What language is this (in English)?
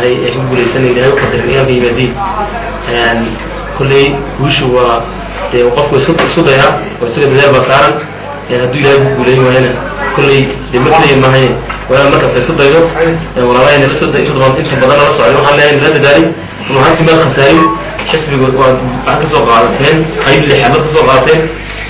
Somali